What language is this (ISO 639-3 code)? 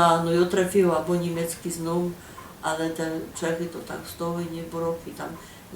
szl